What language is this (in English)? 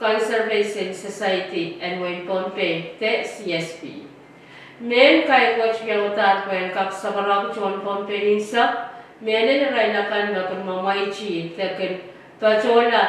Pohnpeian